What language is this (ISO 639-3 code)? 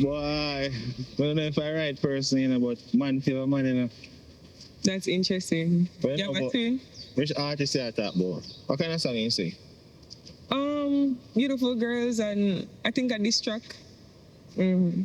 jam